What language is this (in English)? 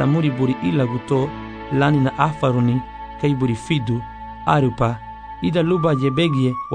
Garifuna